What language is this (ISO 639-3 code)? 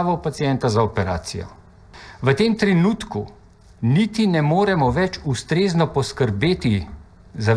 slv